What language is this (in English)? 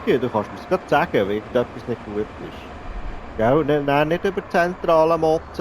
Swiss German